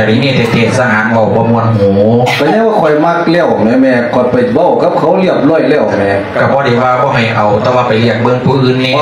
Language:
Lao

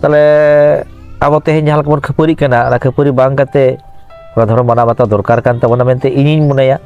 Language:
Santali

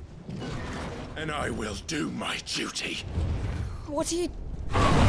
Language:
English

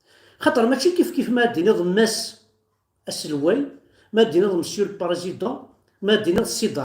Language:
Kabyle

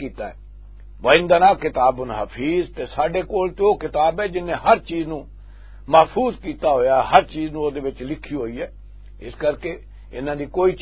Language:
Western Panjabi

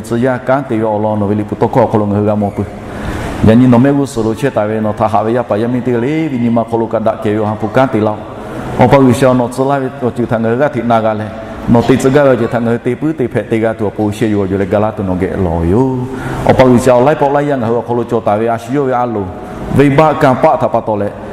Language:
Lahu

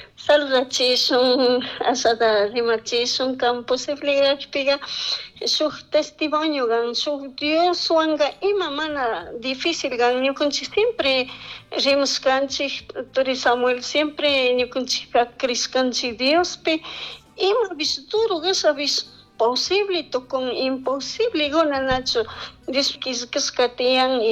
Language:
Chimborazo Highland Quichua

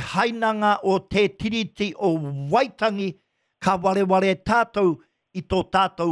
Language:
Māori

